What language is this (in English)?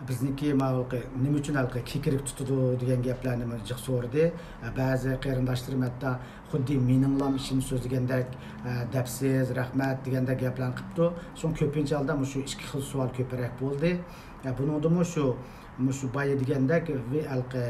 Uyghur